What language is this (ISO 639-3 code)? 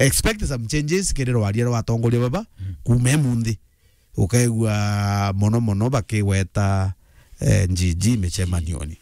mer